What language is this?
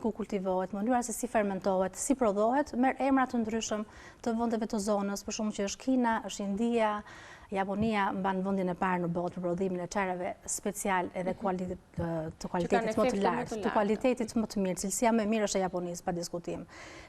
Albanian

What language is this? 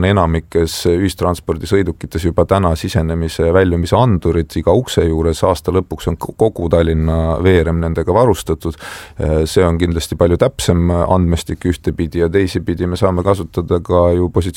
Estonian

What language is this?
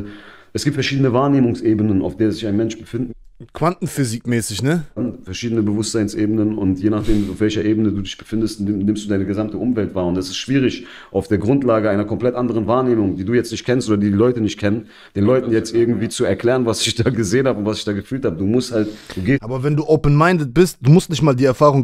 German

